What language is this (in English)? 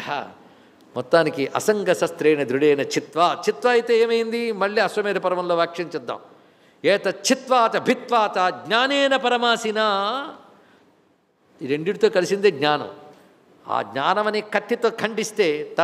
Telugu